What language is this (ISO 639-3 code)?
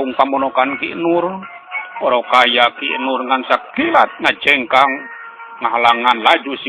sun